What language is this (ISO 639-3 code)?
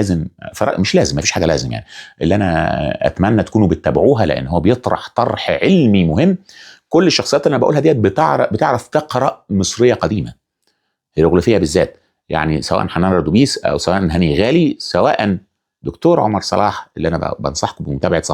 arz